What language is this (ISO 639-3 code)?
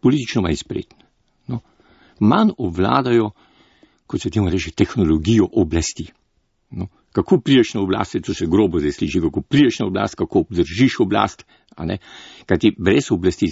slv